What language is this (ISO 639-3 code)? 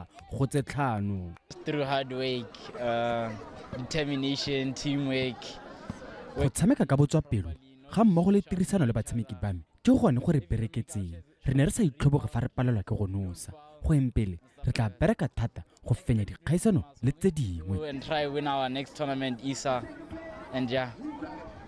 tsn